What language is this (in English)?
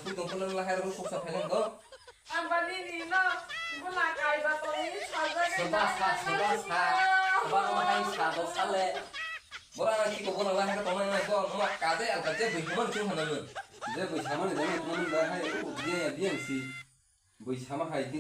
Kok Borok